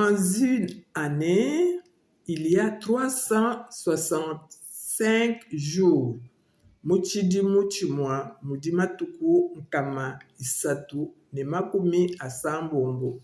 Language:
Luba-Lulua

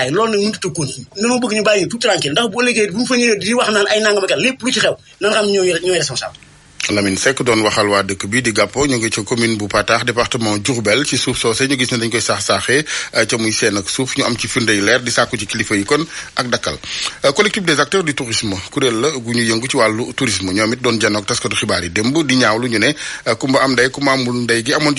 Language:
Wolof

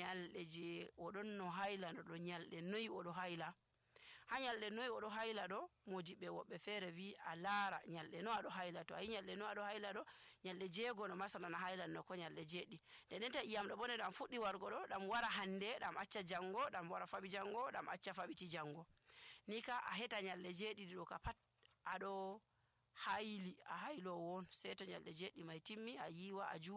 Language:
Nigerian Fulfulde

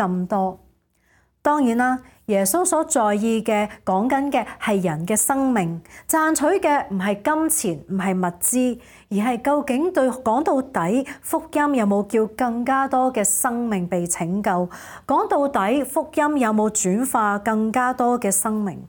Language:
Cantonese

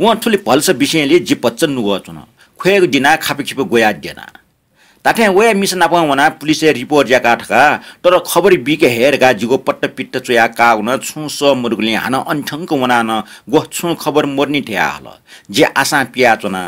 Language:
Newari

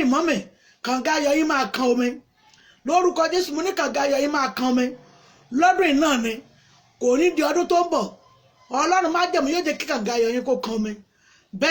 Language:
Yoruba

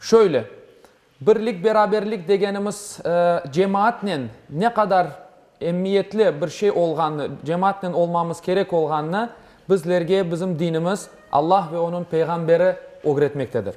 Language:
Crimean Tatar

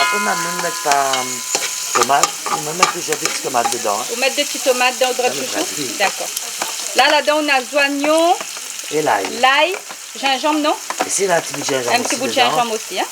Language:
Réunion Creole French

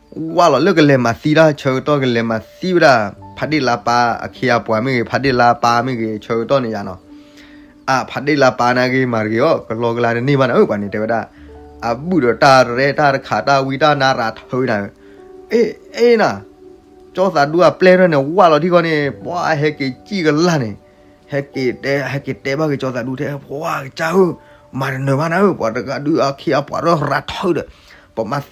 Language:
S'gaw Karen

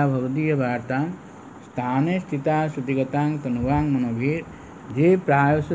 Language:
Odia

